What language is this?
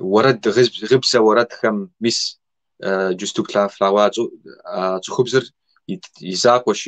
Kabardian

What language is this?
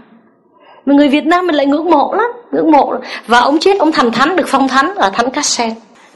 Vietnamese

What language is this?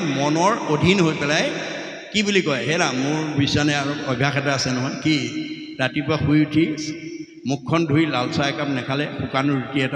Assamese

